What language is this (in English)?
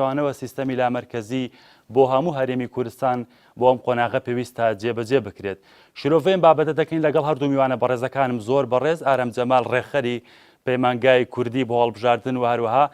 Central Kurdish